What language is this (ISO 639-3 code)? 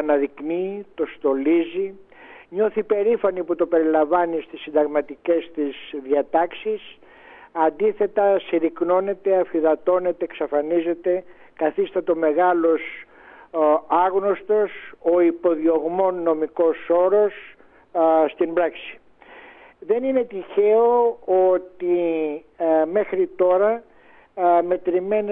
ell